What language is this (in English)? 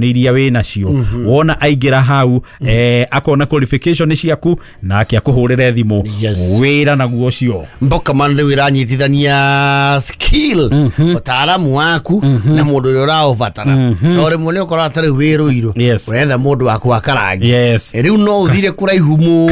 Kikuyu